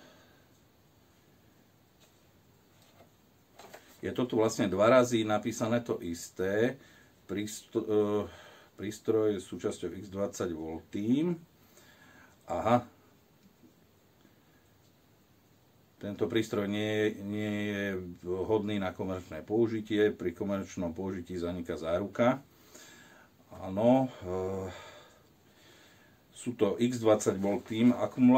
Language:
Slovak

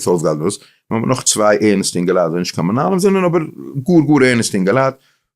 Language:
Yiddish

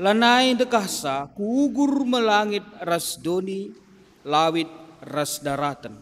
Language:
Batak Karo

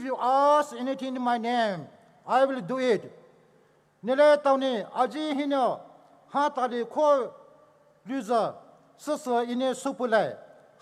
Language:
Poumei Naga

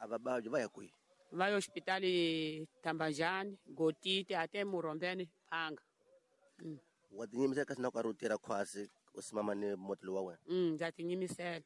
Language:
Tsonga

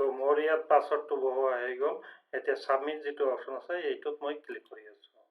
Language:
Assamese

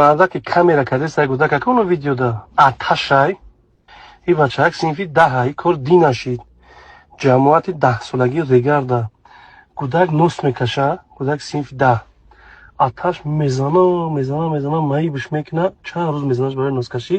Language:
Tajik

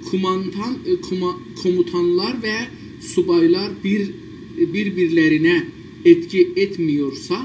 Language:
South Azerbaijani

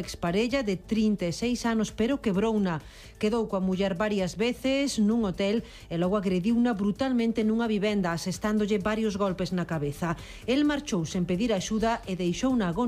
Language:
Galician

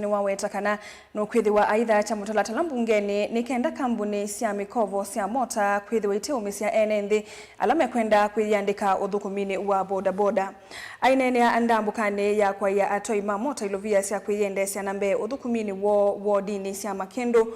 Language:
Kamba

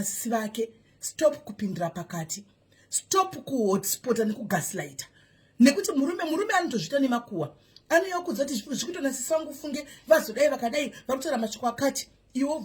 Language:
Shona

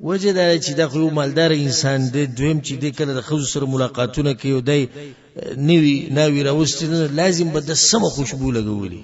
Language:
Pashto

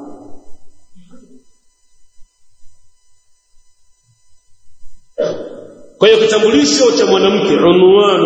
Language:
Swahili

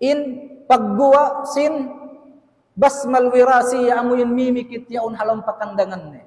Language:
Tausug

